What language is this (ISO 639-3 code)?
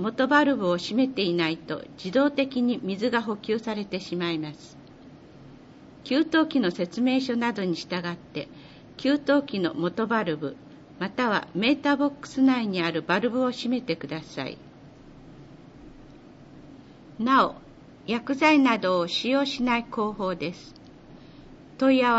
jpn